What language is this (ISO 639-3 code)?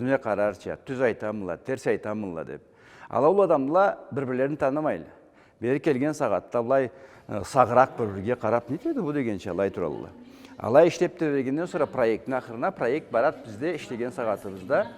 krc